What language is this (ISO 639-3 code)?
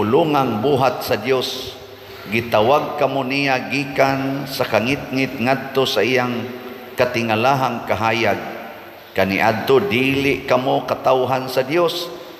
ceb